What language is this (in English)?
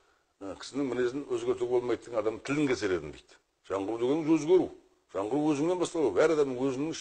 Kazakh